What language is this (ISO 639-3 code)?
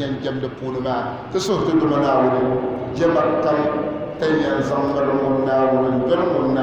dag